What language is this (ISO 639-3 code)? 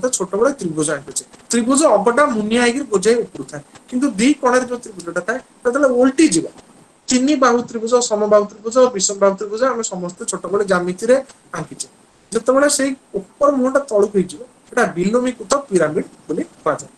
ori